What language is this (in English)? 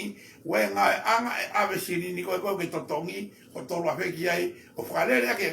Tongan